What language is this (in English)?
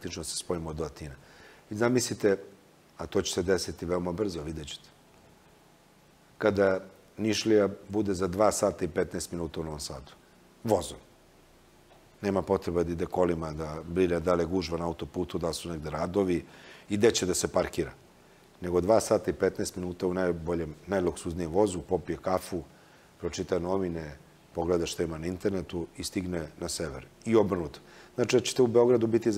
Serbian